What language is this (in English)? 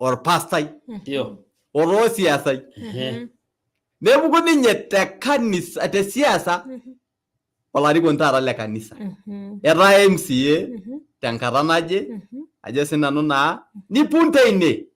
Masai